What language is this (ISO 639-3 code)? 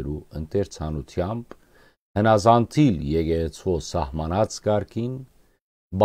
hyw